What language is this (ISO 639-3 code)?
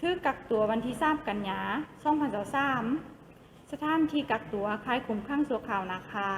lao